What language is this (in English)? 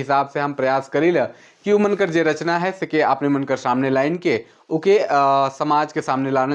Sadri